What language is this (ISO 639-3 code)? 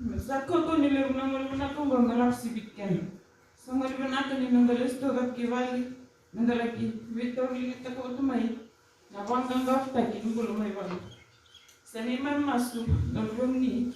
fij